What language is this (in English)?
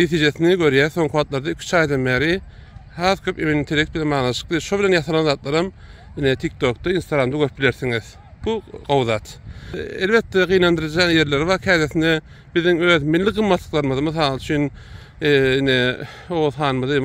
Turkmen